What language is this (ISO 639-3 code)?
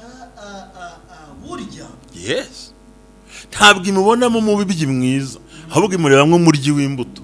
kin